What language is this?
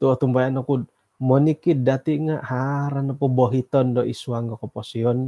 Central Dusun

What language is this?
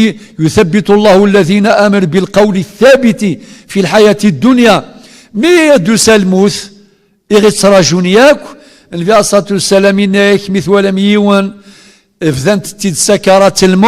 Kabyle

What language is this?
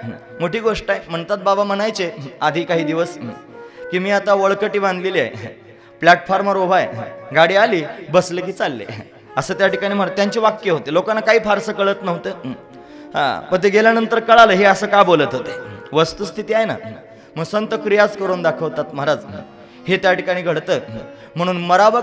Marathi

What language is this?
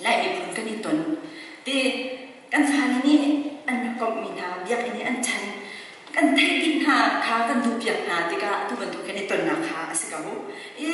Hakha Chin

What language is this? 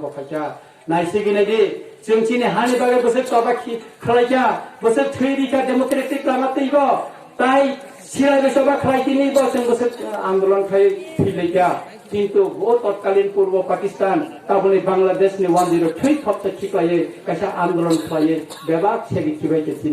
Kok Borok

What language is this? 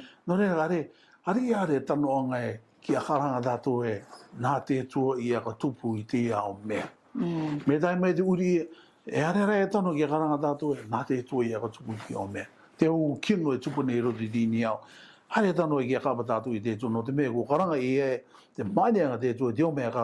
Rarotongan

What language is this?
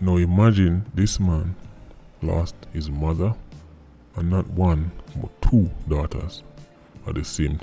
Jamaican Creole English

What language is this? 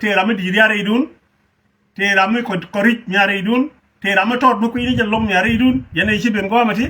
Nuer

